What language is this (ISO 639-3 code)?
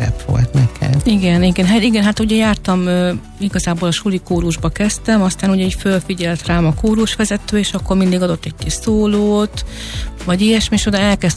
hun